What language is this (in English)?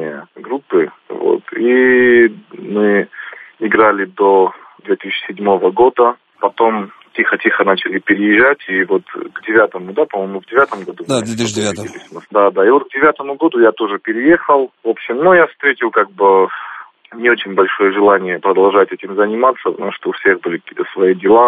Russian